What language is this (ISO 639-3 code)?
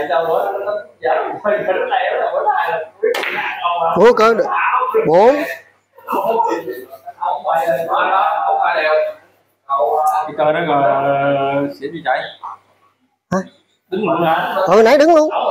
vie